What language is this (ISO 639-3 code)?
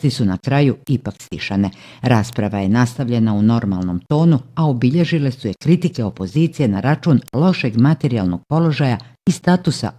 bos